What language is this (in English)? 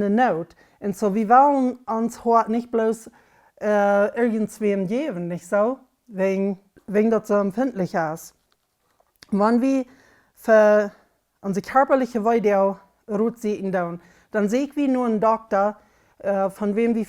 Plautdietsch